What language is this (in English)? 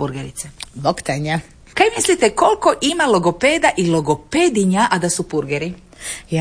Croatian